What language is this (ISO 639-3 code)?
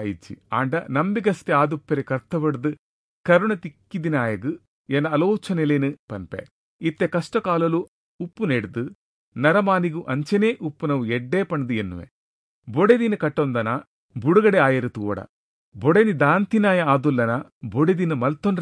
tcy